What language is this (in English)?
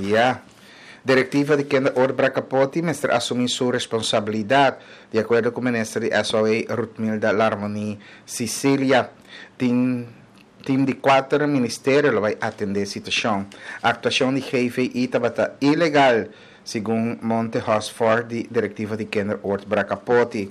Papiamento